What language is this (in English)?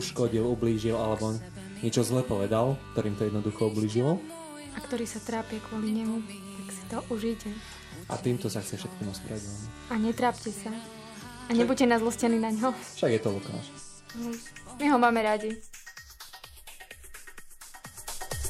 Slovak